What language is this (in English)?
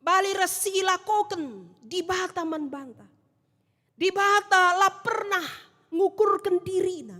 Batak Karo